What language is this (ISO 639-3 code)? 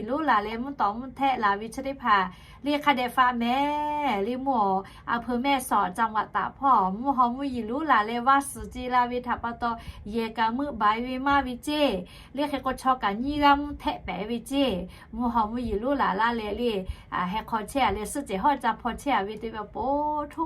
lhu